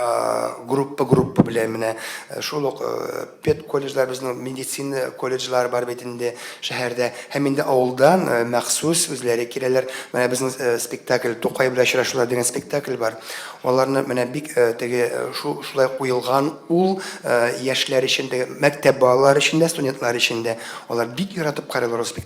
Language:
Tatar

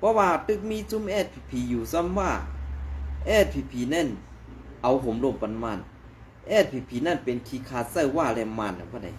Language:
Shan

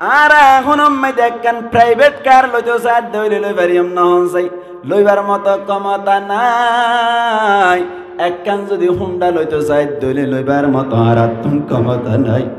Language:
Rohingya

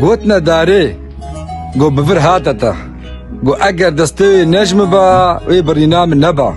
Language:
Kurdish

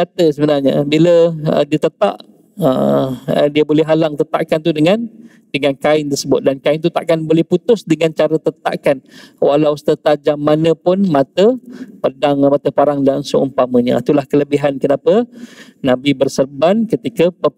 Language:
Malay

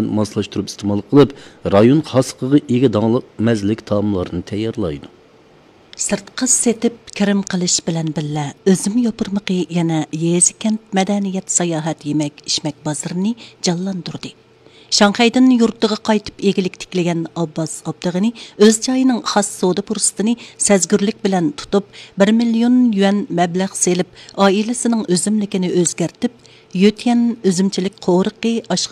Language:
Uyghur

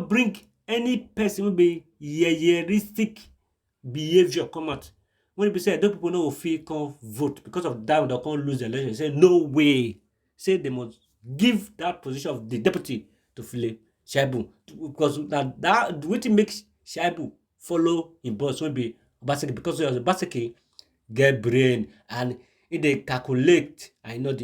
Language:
Nigerian Pidgin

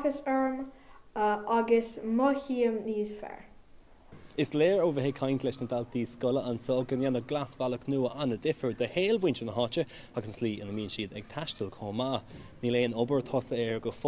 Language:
Irish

